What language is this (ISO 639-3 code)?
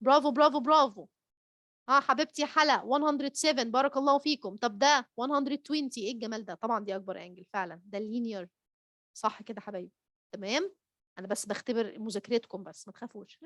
arz